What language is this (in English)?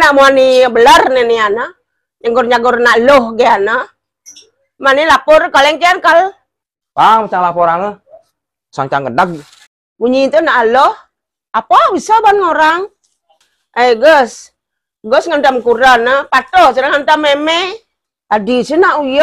Balinese